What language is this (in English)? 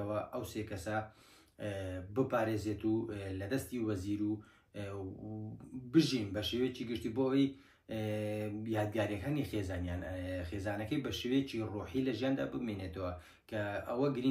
Central Kurdish